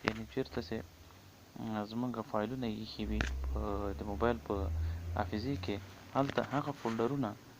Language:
Pashto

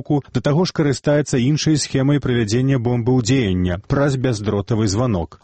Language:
Belarusian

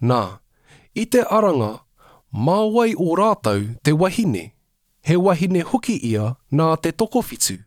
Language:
Māori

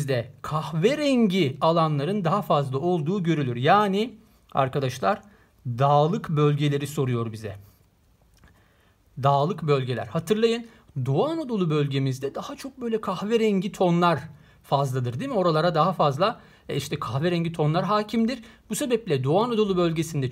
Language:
Turkish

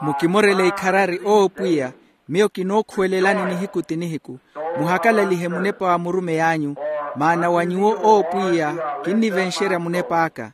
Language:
Makhuwa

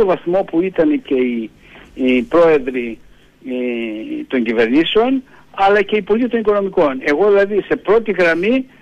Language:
Greek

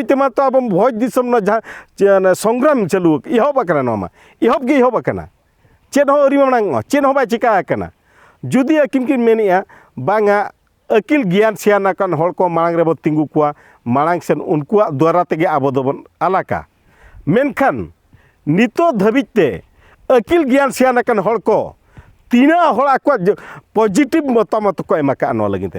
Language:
Santali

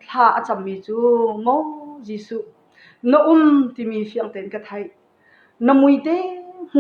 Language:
Hakha Chin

